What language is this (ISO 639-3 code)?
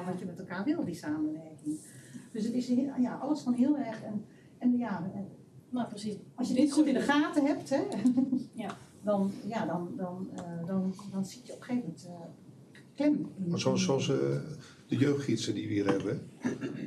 nld